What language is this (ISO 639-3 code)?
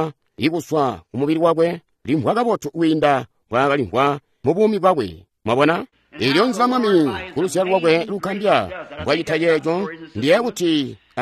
toi